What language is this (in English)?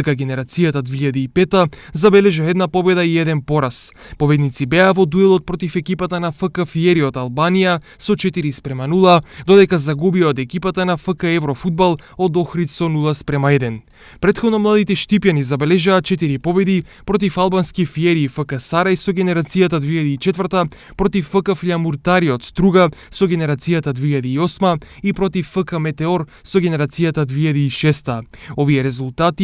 Macedonian